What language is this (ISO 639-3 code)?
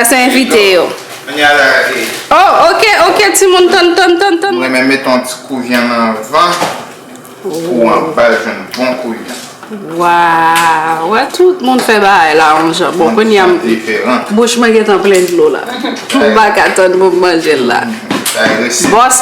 hat